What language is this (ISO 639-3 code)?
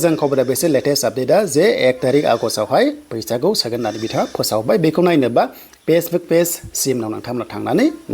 brx